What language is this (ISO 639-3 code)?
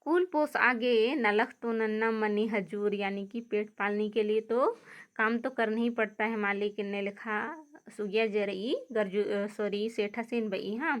kru